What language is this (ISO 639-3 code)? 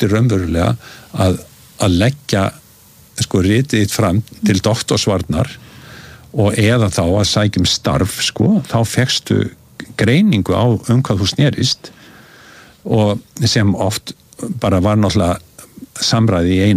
isl